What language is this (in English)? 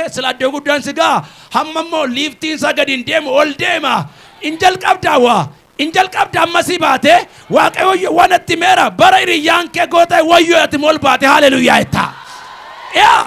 Oromo